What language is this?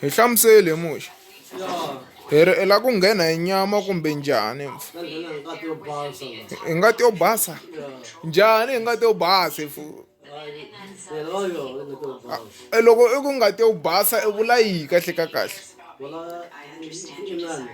Tsonga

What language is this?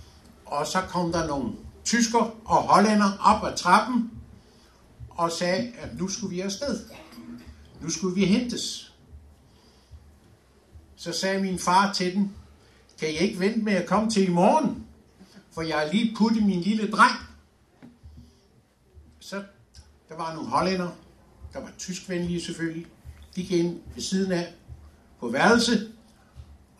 Danish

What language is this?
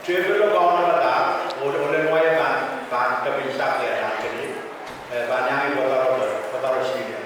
Pohnpeian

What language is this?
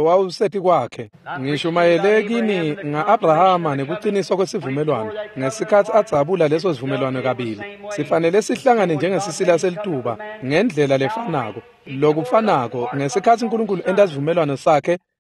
Swati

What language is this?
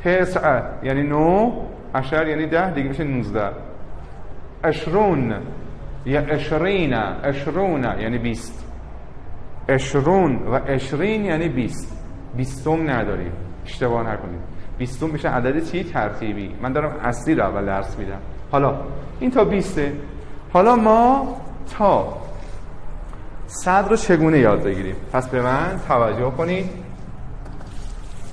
Persian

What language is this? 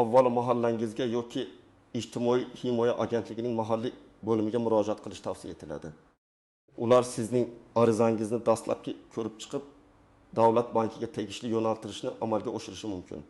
Uzbek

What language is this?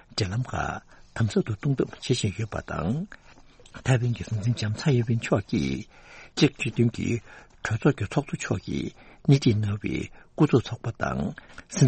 Tibetan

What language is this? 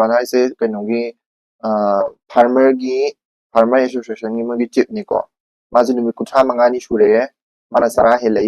Manipuri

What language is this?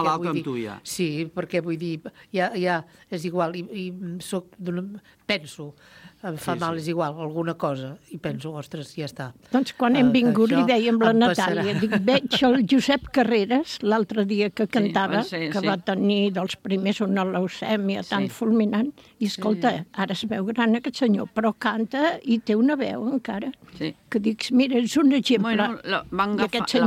Catalan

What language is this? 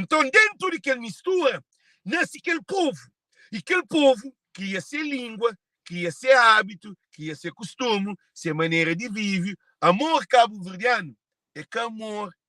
Kabuverdianu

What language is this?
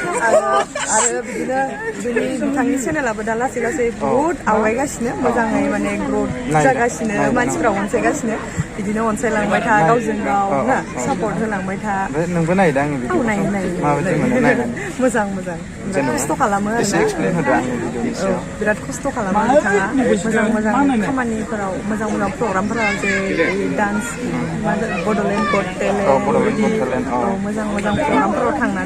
Bodo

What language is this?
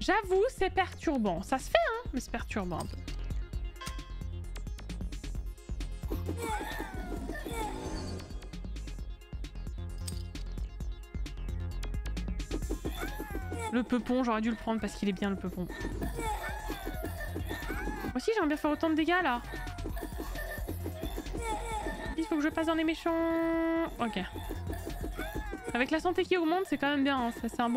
French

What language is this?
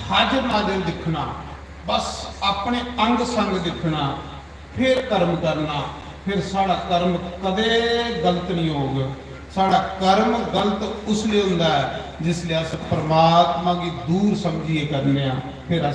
Dogri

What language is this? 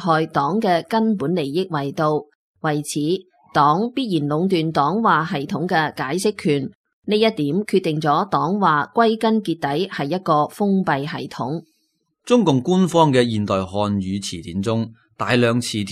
Cantonese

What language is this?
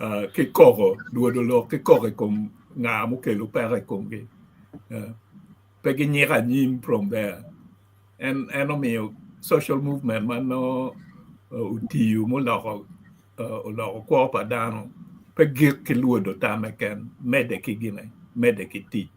Acoli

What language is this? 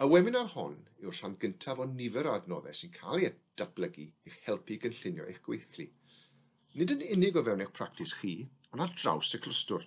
Welsh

